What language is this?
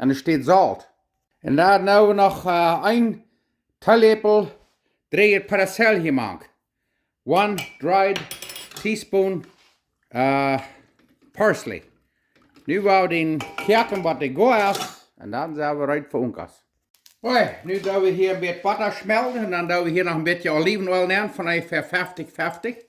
Plautdietsch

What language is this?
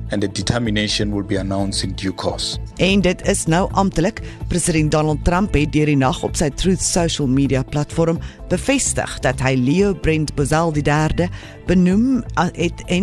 Afrikaans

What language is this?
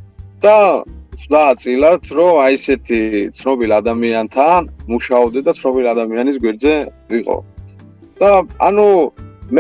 Georgian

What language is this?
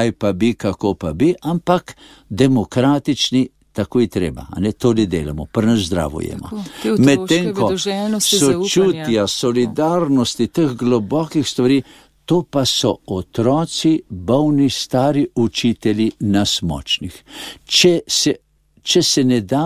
Slovenian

